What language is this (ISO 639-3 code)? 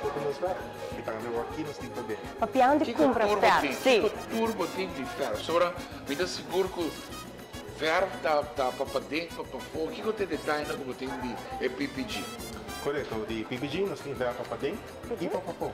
pap